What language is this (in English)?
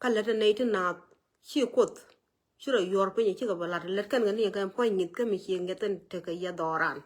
Nuer